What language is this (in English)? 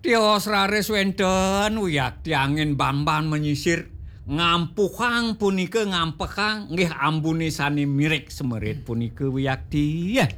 Balinese